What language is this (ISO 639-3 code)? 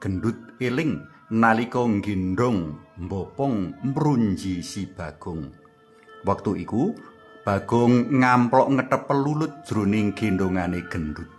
jav